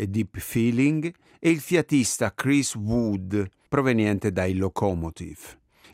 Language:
Italian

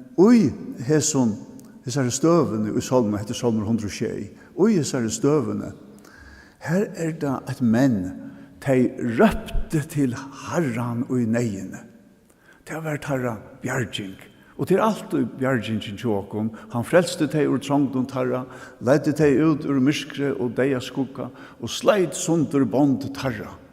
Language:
Faroese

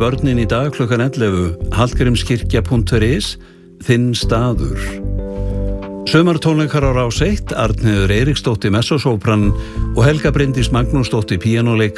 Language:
Icelandic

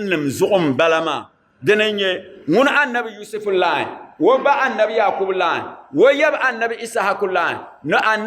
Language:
Dagbani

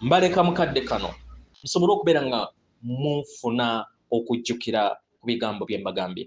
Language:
Ganda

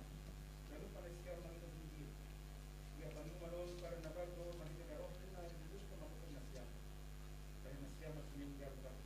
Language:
Batak Simalungun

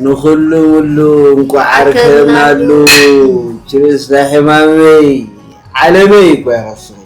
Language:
Tigrinya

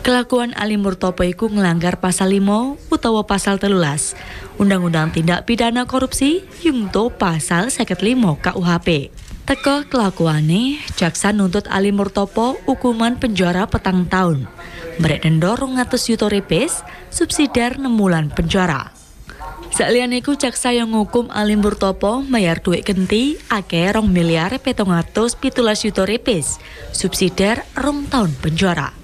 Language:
Javanese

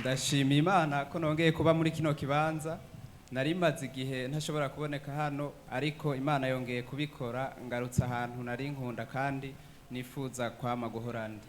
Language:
Rundi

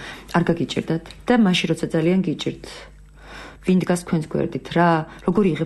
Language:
Georgian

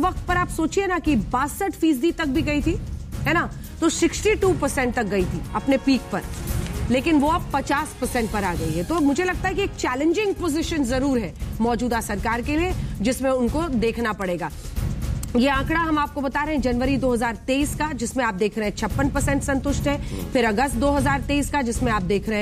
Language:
Hindi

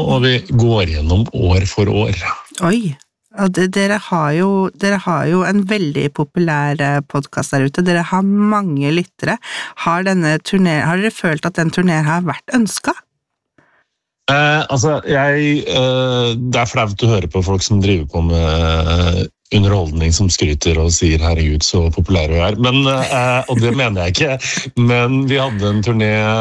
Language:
Norwegian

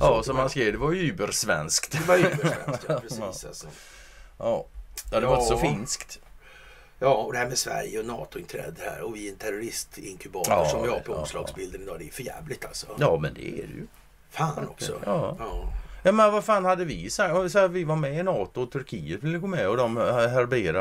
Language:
Swedish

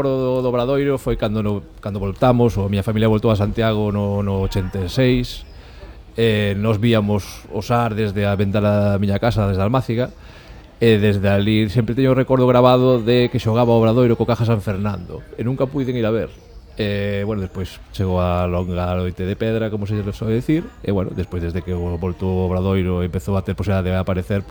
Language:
Galician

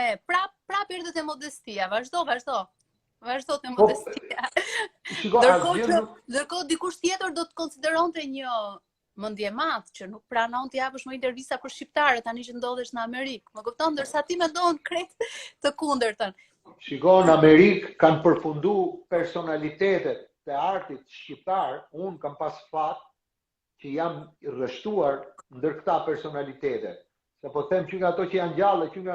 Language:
Albanian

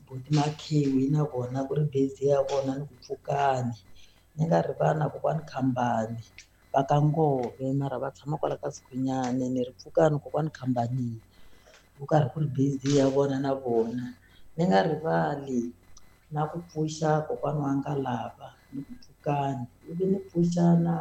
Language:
Tsonga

